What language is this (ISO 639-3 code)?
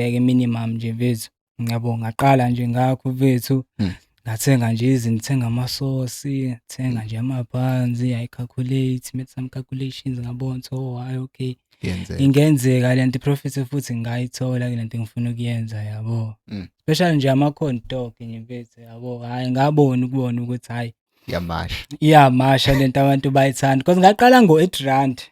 zul